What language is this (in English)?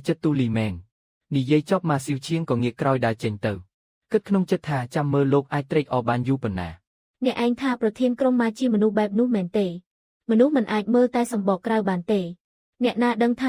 Khmer